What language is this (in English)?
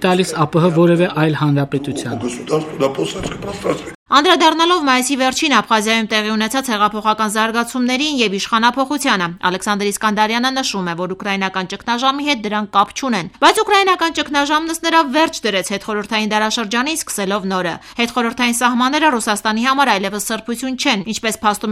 Armenian